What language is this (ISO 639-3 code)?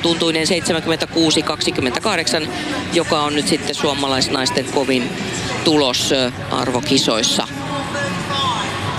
fin